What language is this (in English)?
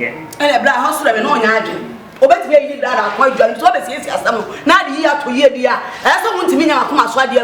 Akan